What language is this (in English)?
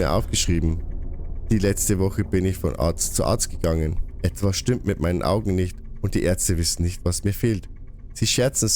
Bavarian